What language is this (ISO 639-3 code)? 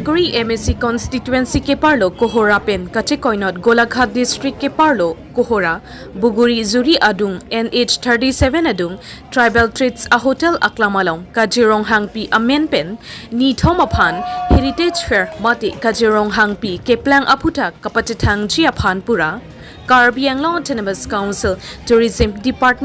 mjw